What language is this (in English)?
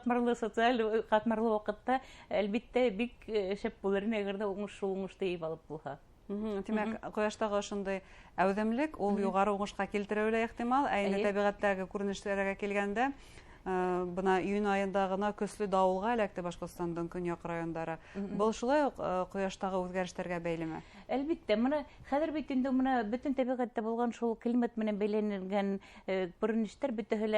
Bashkir